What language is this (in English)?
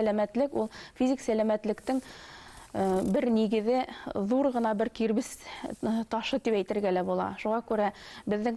Bashkir